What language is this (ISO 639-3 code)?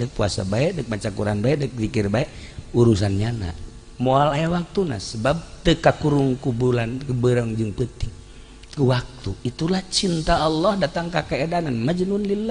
sun